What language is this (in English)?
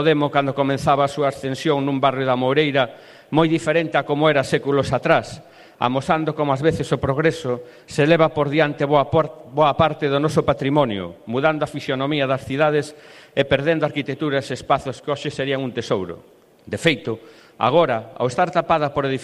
Galician